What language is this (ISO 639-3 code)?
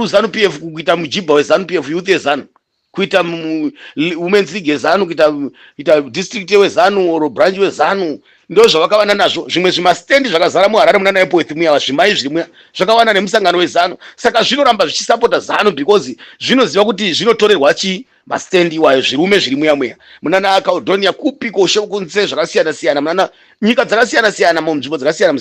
sna